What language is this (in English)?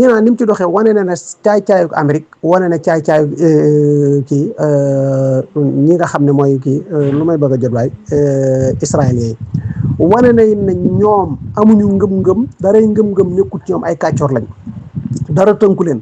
Wolof